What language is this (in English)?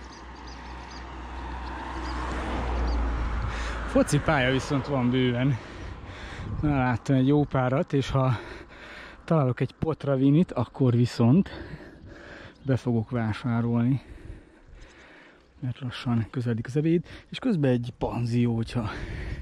Hungarian